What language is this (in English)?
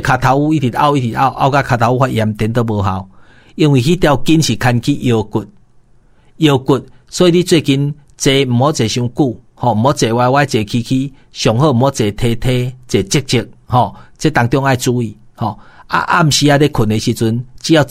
Min Nan Chinese